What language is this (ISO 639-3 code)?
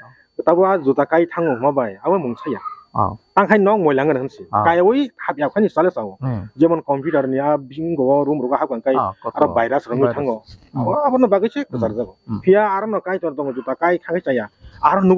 trp